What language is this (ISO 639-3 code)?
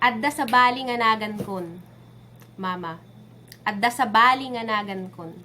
ilo